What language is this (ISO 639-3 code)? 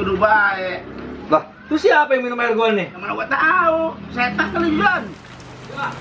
bew